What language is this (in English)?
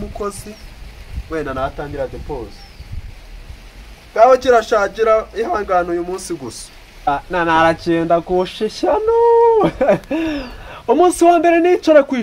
Kinyarwanda